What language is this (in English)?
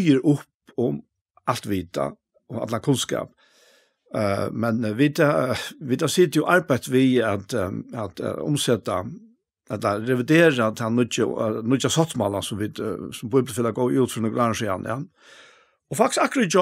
Faroese